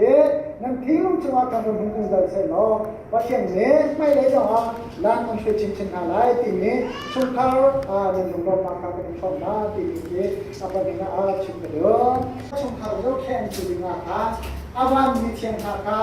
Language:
Hakha Chin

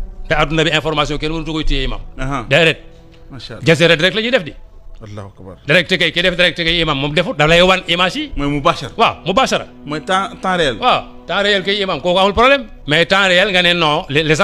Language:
Wolof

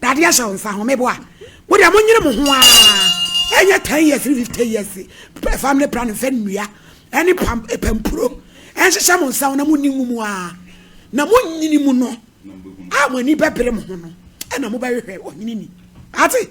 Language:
Akan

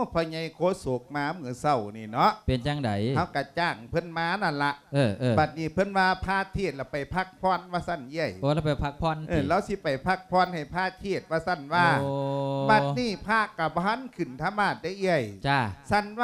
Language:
Lao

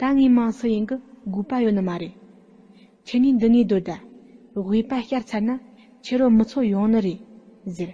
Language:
Tibetan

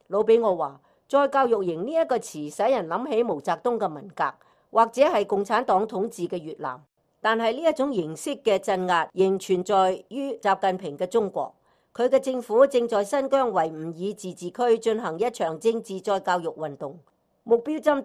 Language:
Cantonese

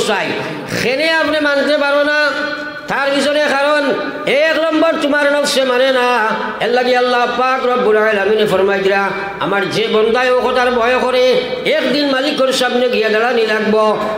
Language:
Sylheti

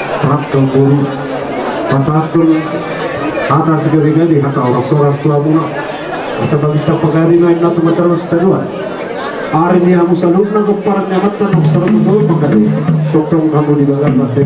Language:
Batak Toba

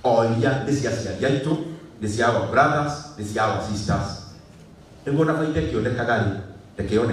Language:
Kikuyu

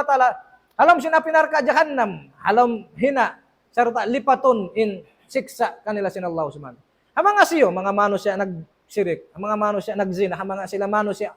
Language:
Tausug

